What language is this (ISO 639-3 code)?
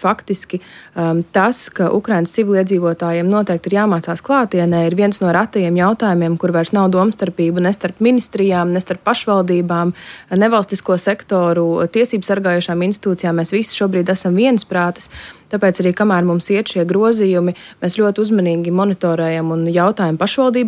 lav